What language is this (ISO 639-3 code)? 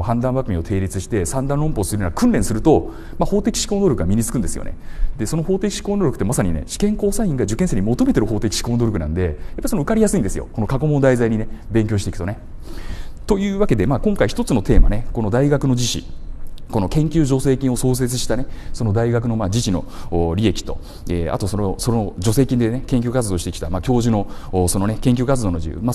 jpn